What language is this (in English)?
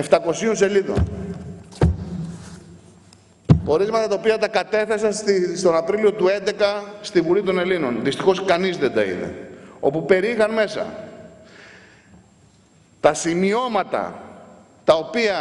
Greek